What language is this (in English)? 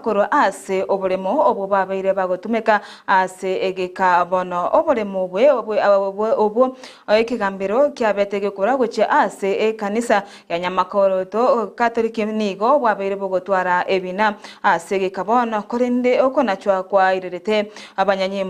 Gusii